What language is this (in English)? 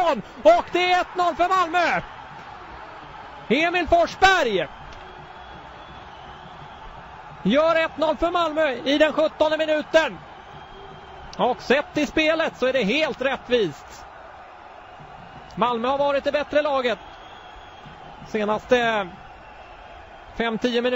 Swedish